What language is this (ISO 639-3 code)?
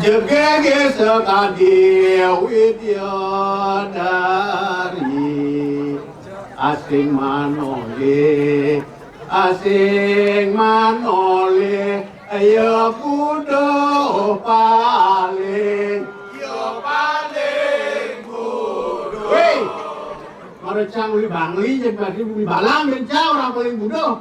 ban